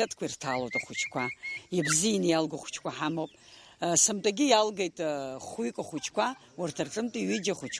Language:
Abkhazian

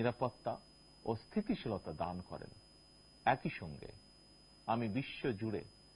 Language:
Bangla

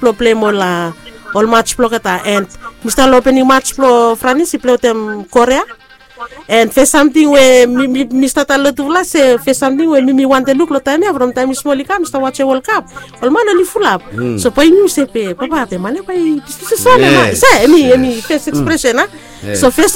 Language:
Bislama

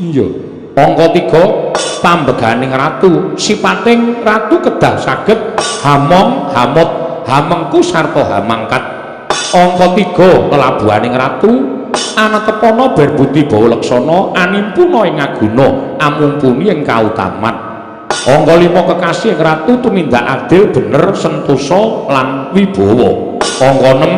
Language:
Javanese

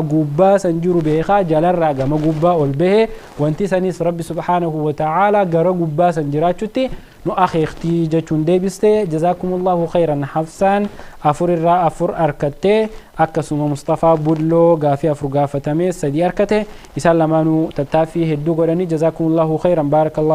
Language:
Oromo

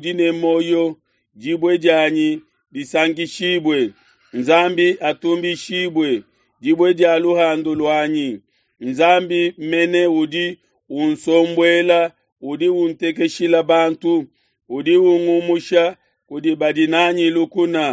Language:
Luba-Lulua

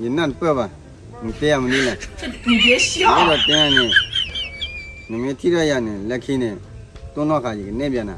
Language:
S'gaw Karen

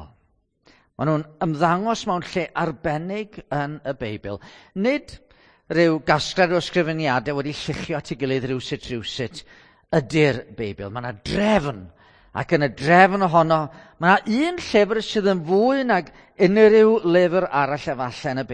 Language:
Welsh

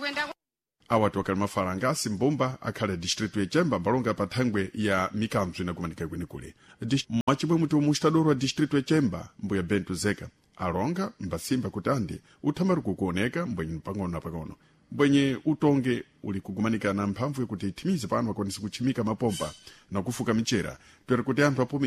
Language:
Sena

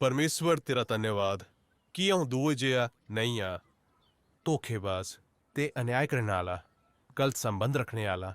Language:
Dogri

